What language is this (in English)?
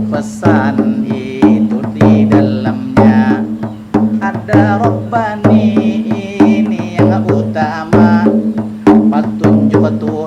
Banjar